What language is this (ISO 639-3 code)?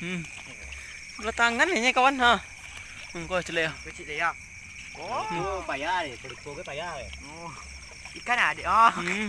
min